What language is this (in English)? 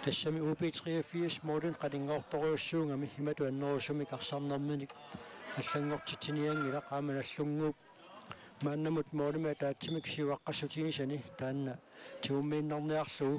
Kalaallisut